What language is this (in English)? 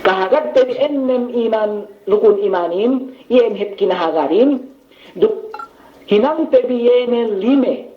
Yakan